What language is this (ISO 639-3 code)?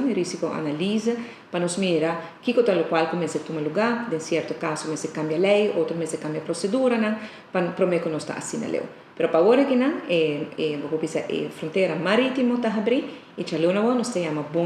pap